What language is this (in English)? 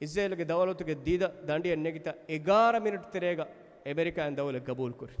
Divehi